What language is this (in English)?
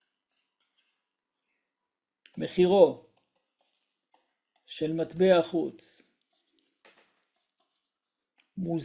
Hebrew